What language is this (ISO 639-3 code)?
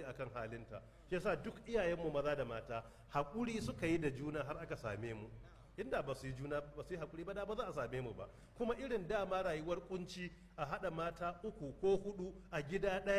hau